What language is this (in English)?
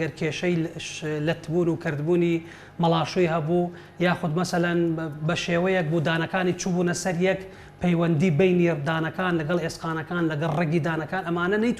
Central Kurdish